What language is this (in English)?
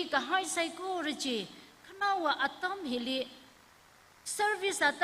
Tangkhul Naga (India)